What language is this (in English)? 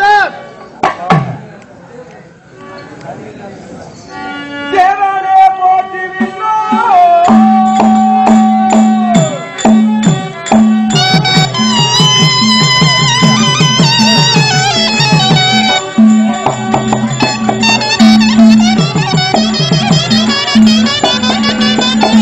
Tamil